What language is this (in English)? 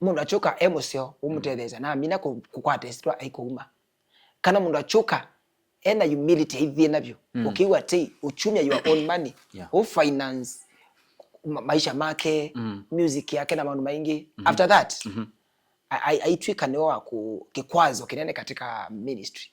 Kamba